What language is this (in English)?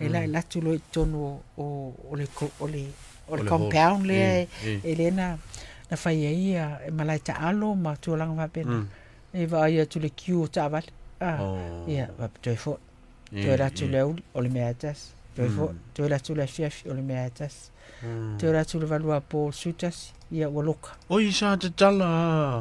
Samoan